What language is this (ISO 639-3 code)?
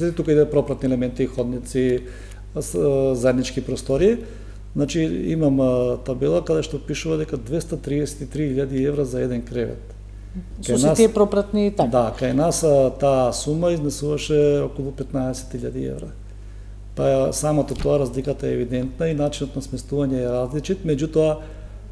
mkd